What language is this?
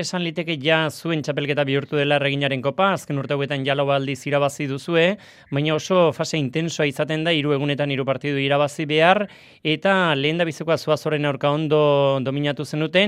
Basque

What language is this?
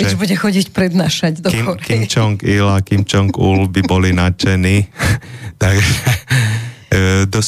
Slovak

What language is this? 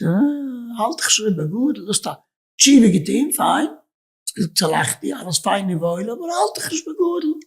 Yiddish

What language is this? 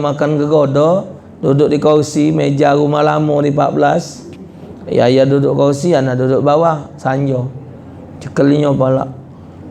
Musi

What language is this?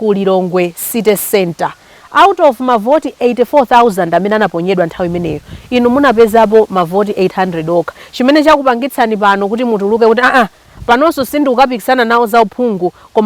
Nyanja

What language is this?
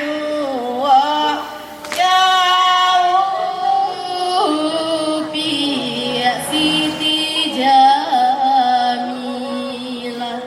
Minangkabau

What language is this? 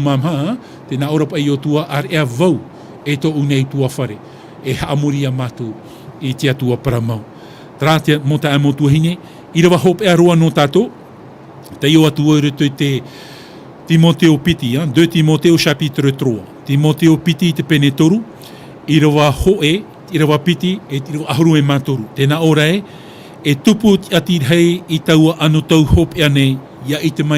Tahitian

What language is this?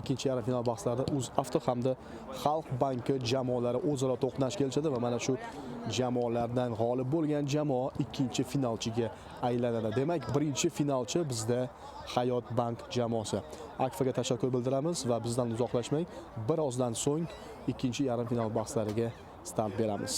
Uzbek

